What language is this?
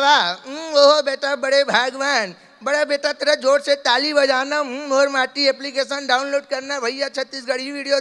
Chhattisgarhi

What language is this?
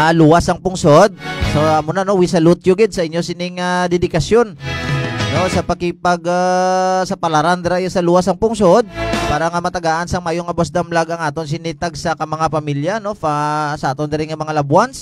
Hiligaynon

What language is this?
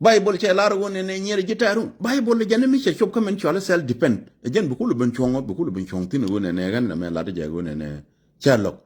Nuer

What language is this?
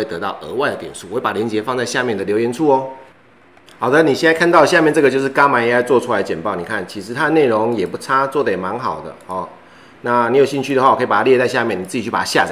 Chinese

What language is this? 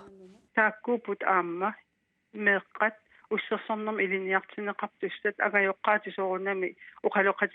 Kalaallisut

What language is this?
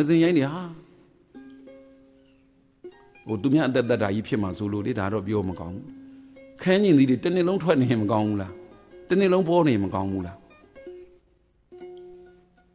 Burmese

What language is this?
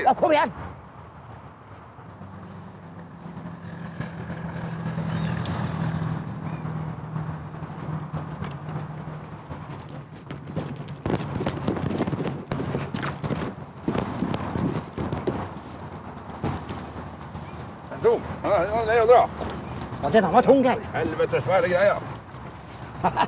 Norwegian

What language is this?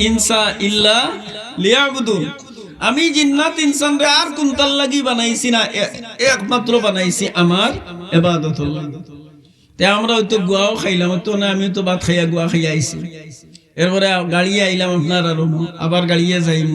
Sylheti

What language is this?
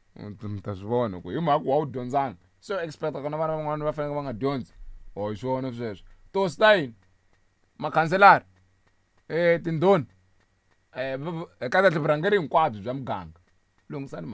Tsonga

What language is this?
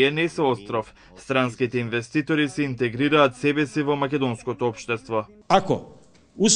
Macedonian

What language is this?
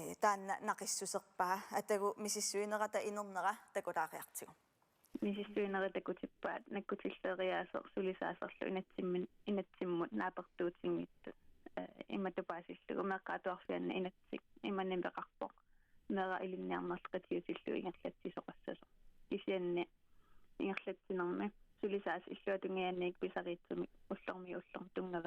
Kalaallisut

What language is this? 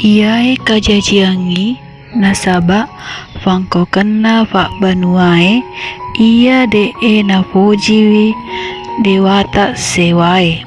Buginese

